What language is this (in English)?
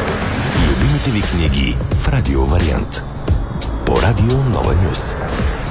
Bulgarian